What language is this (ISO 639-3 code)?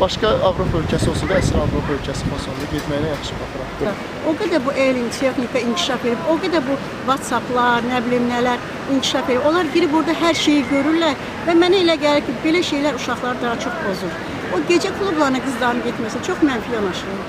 aze